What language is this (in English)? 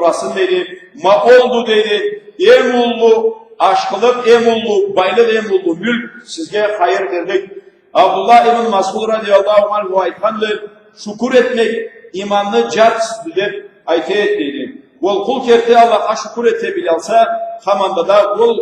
Karachay-Balkar